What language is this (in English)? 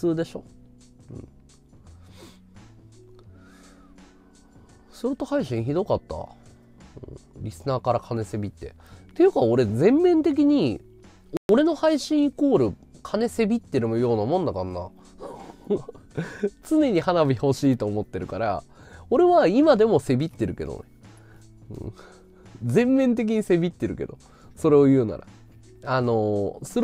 Japanese